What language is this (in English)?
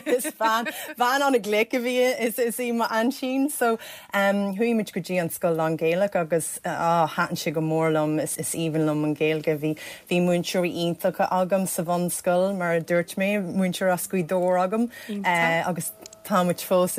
Irish